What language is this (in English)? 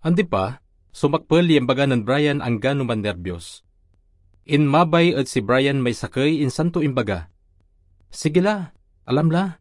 Pangasinan